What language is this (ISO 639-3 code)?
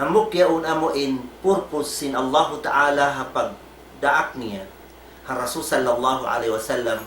tsg